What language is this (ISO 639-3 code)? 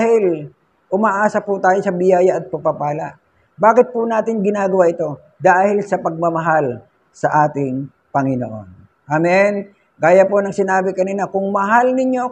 fil